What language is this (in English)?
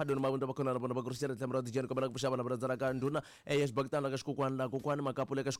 Tsonga